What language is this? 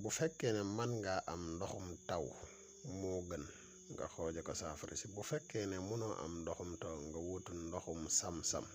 Wolof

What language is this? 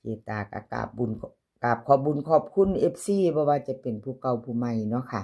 Northeastern Thai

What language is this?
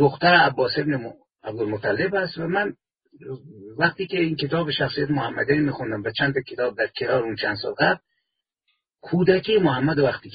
Persian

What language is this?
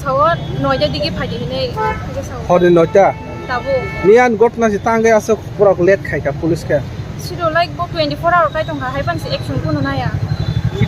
Kok Borok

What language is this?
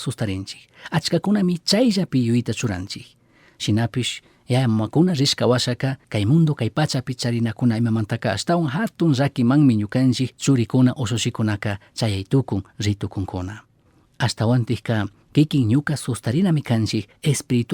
Chimborazo Highland Quichua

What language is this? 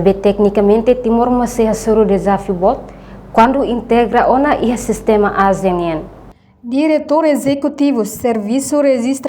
Tetum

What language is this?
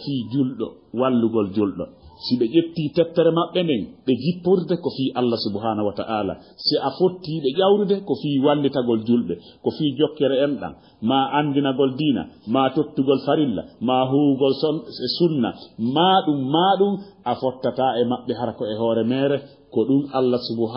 Fula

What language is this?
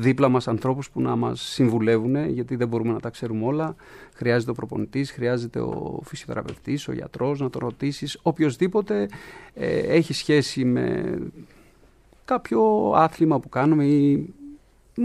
Greek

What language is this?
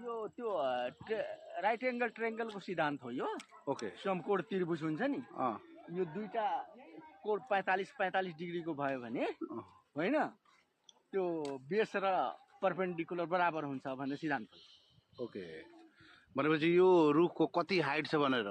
Nepali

